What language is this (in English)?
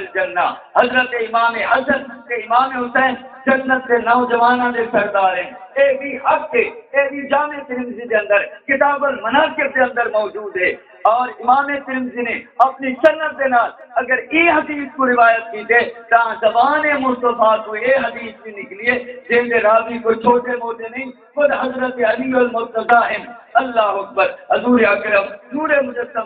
Saraiki